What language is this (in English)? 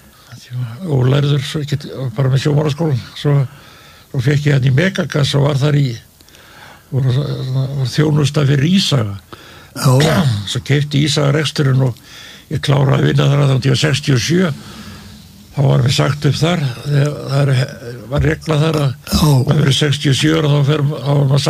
Icelandic